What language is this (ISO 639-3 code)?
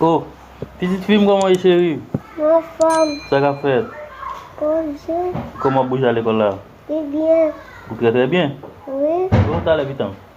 hat